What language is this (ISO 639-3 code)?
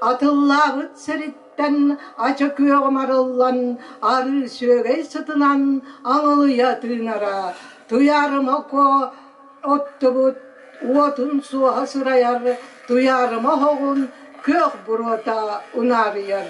sah